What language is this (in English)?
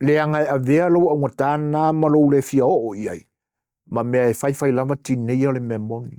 Samoan